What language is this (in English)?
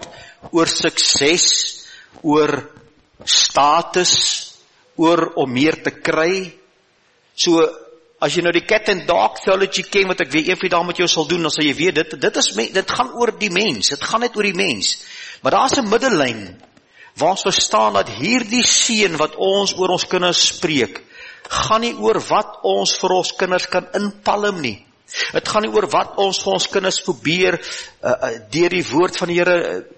Afrikaans